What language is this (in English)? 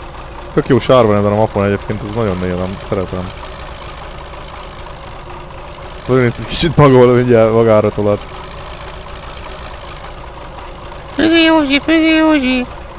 Hungarian